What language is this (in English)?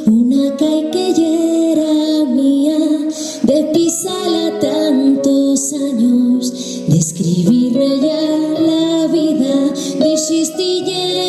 Asturian